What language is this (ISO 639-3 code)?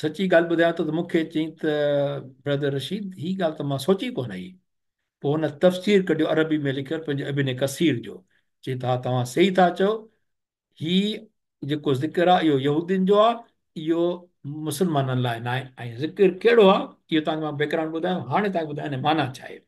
snd